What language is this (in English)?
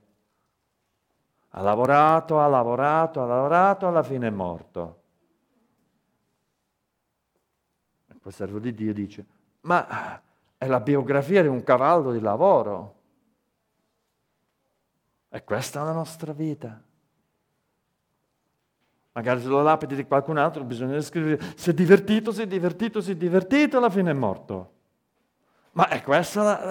Italian